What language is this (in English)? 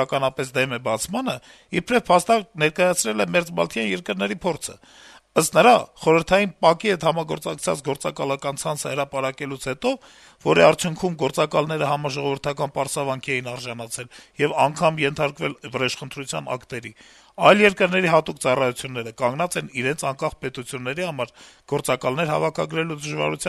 Armenian